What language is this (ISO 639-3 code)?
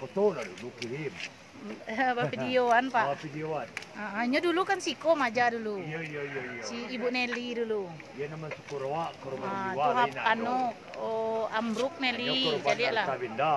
min